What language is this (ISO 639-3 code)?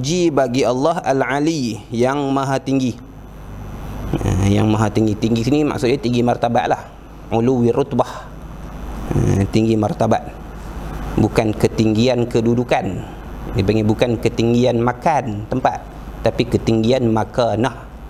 msa